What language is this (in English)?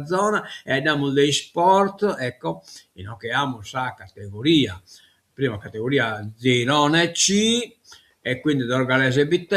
Sardinian